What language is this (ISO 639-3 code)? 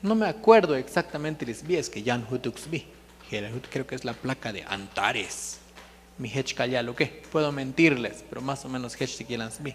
tzo